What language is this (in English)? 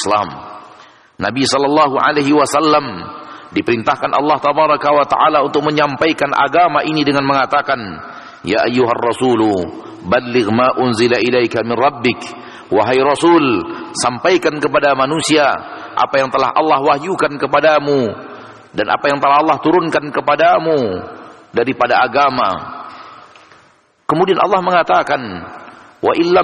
Indonesian